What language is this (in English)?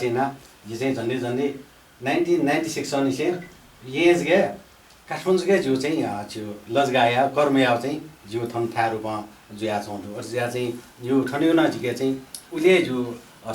Newari